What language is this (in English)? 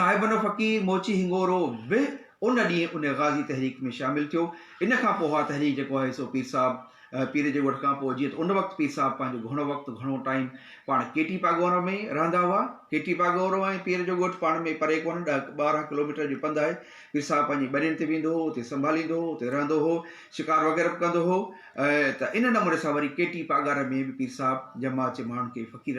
Sindhi